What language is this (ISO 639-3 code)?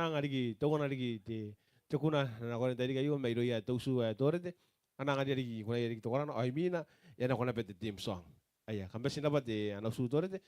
gil